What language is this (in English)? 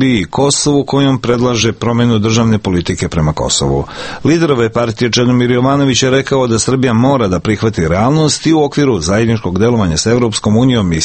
Serbian